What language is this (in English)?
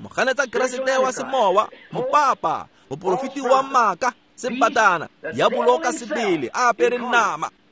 Tswana